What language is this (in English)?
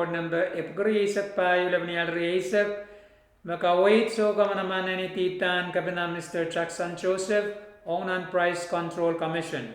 Pohnpeian